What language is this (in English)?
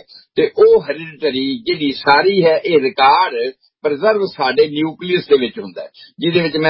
Punjabi